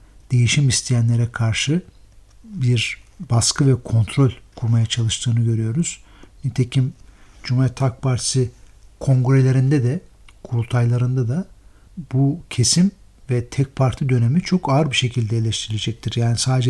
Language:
Turkish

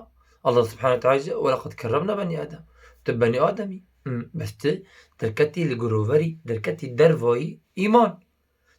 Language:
Kurdish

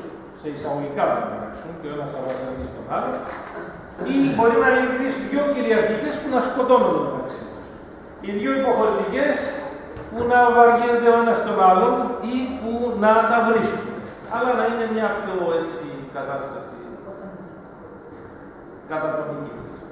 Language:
Greek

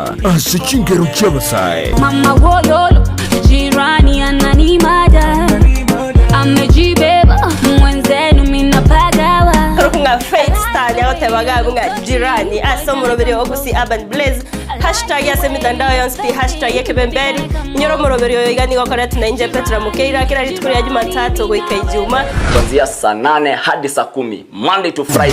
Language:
Gusii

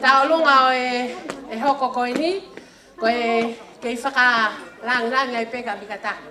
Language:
Tongan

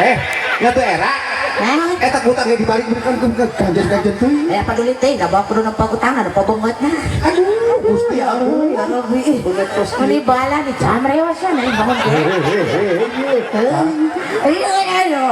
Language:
Sundanese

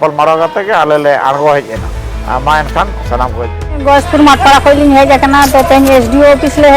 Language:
Santali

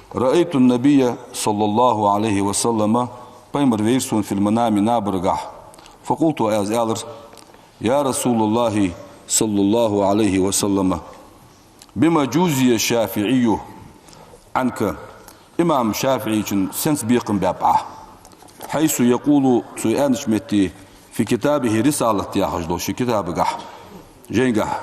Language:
Ingush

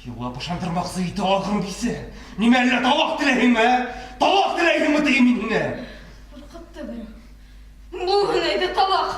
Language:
Bashkir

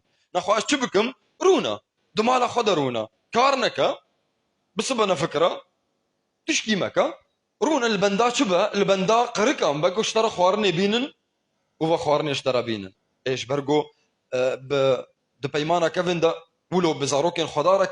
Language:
Kurdish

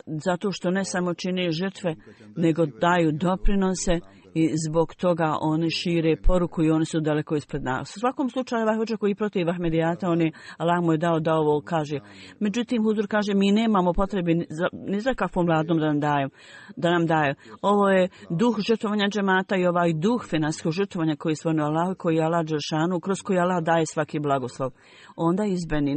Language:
Bosnian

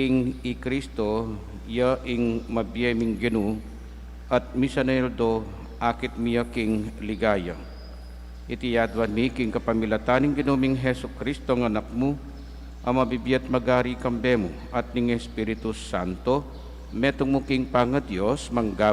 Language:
Pampanga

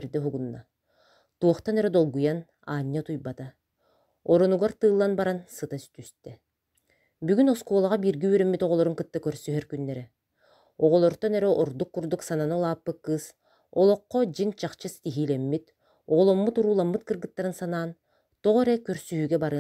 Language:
Yakut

